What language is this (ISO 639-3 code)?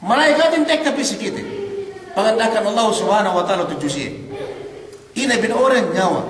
yka